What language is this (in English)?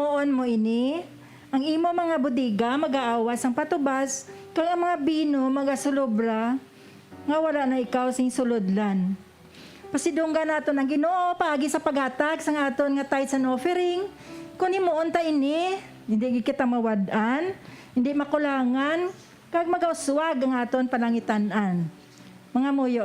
Hiligaynon